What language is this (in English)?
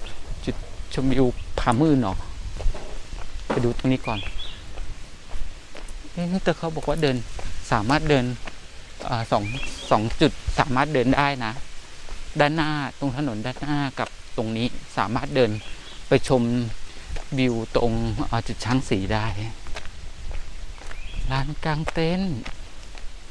Thai